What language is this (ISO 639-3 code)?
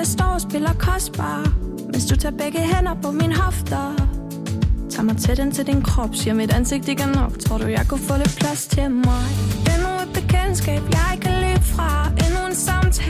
dan